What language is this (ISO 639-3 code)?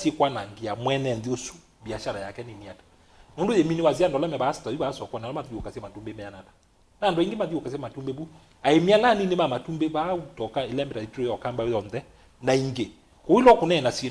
kam